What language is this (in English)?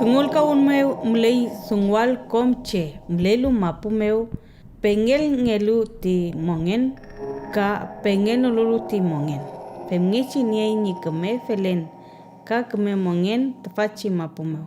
Mapuche